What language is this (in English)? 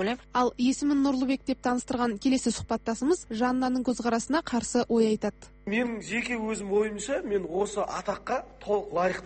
Kazakh